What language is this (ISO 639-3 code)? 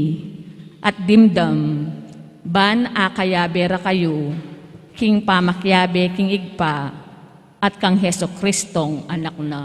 pam